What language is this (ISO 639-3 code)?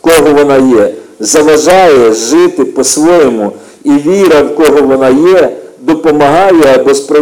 ukr